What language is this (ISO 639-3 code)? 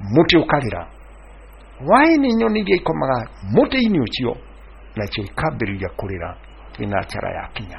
kik